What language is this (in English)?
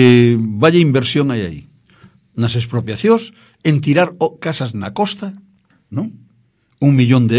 Galician